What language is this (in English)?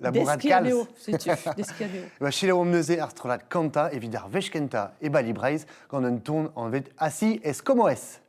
Breton